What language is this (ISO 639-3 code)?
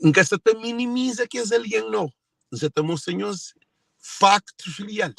kea